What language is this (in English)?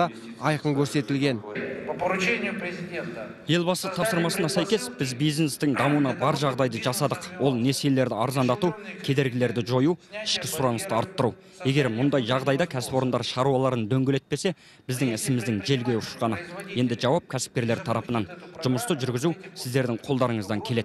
Kazakh